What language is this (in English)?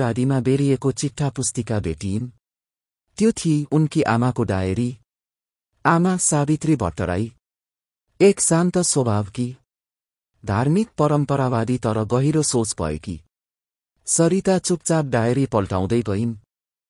Nepali